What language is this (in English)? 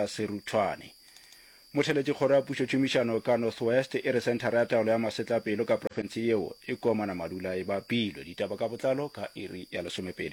Northern Sotho